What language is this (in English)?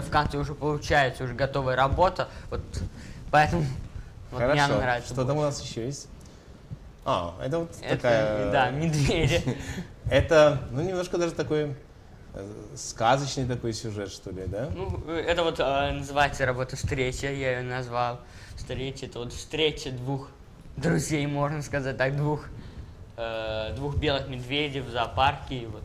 Russian